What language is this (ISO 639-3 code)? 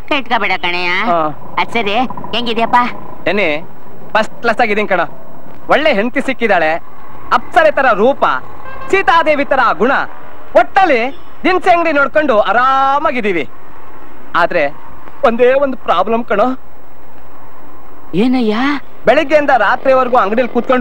kan